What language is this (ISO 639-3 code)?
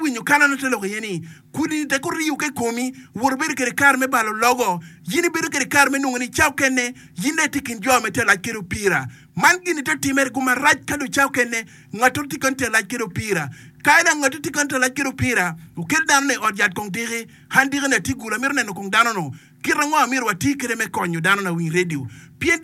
ach